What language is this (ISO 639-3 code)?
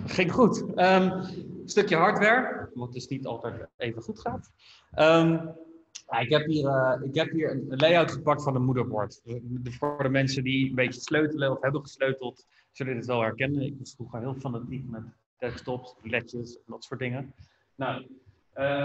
nld